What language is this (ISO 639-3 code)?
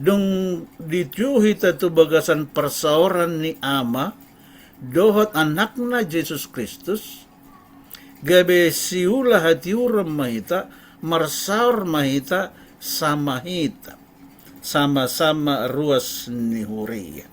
bbc